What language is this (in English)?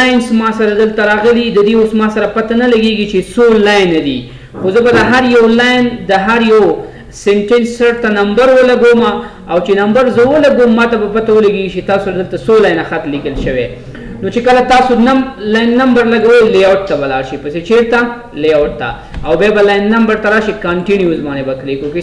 Pashto